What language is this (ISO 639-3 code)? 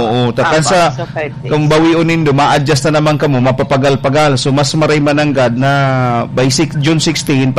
bik